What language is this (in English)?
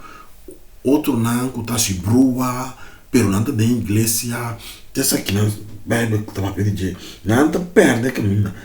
Papiamento